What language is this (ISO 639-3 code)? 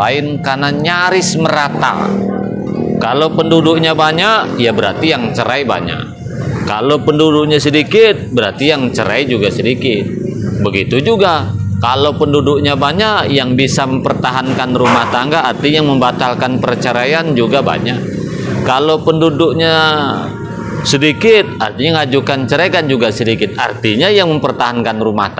ind